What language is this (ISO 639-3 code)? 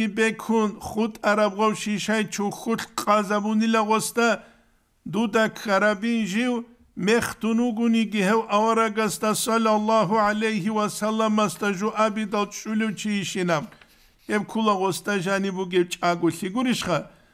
ava